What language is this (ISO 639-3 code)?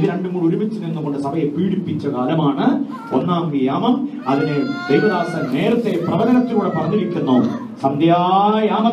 mal